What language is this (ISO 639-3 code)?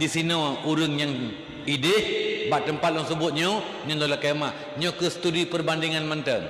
ace